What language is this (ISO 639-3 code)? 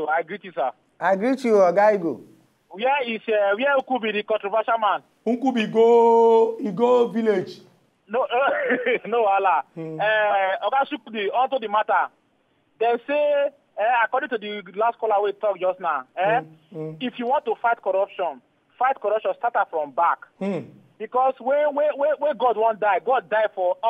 pcm